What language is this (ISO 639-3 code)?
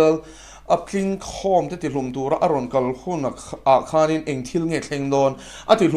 lus